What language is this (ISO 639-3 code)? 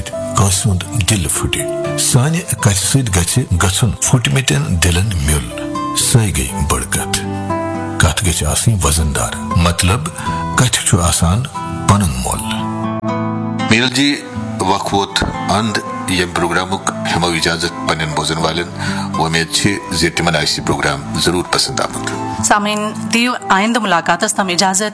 kas